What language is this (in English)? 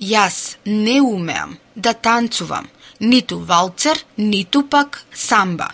Macedonian